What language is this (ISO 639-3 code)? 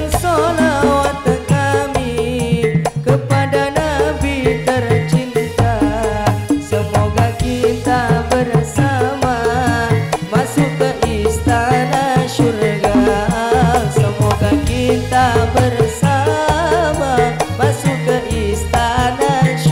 msa